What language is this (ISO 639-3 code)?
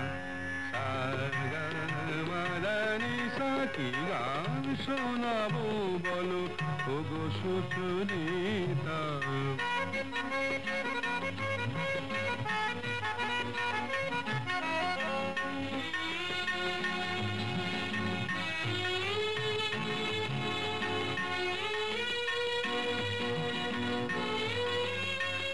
ben